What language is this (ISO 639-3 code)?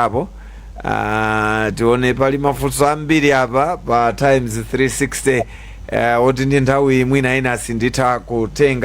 nya